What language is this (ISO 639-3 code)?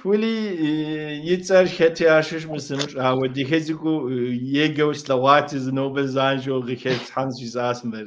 kbd